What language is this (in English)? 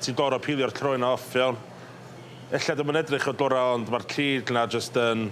Welsh